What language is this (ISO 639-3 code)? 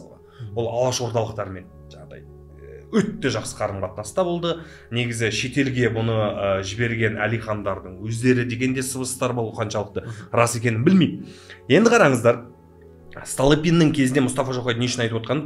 kaz